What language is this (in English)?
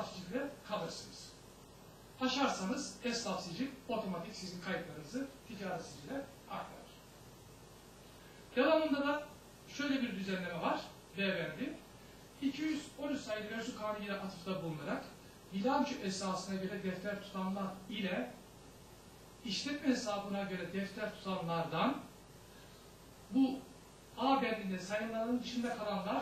Turkish